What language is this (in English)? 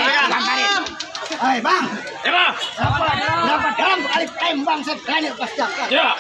Betawi